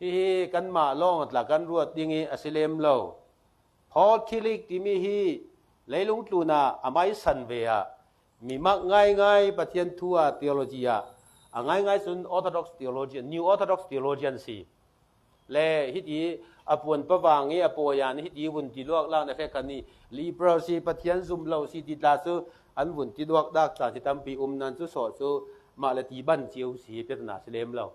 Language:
Falam Chin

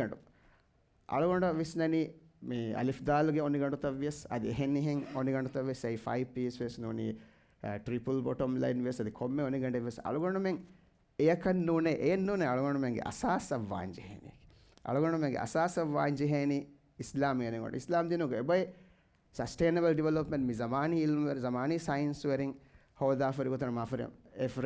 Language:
Divehi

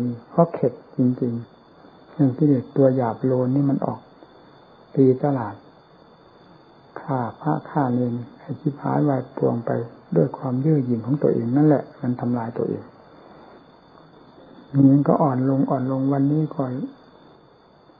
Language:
Thai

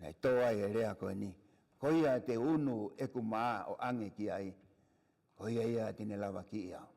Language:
Tongan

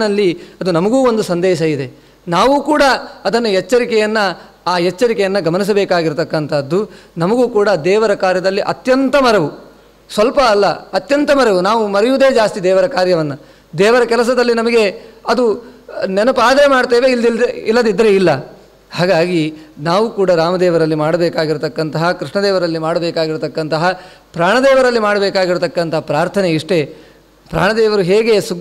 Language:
Kannada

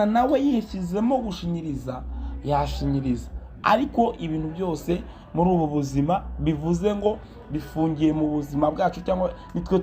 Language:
Kinyarwanda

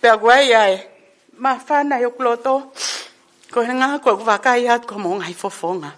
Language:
Tongan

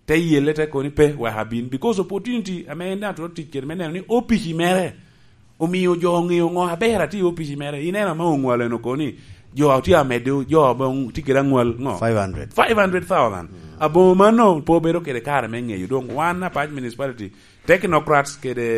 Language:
Lango (Uganda)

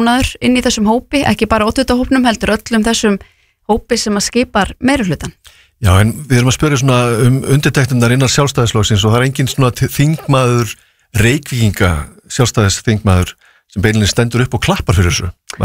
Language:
Icelandic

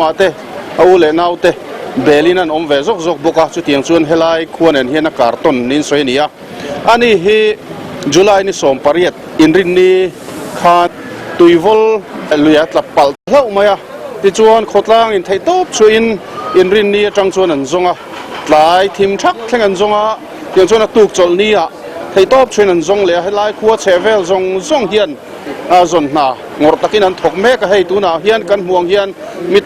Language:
Mizo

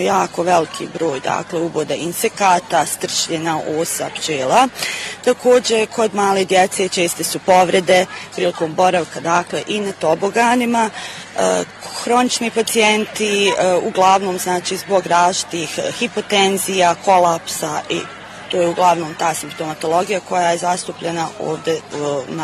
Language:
Bosnian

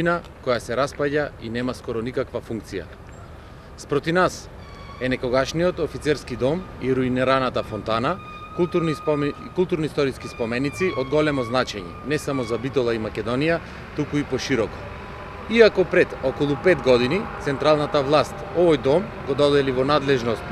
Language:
Macedonian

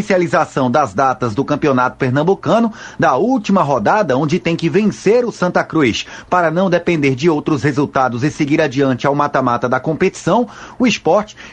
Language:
Portuguese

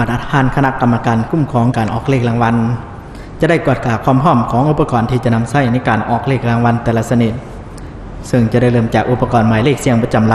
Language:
Lao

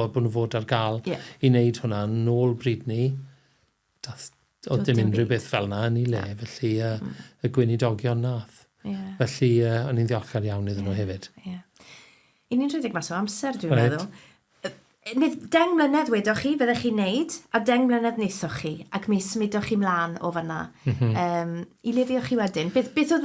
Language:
Welsh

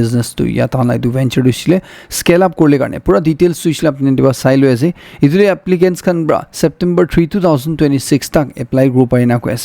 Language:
Naga Pidgin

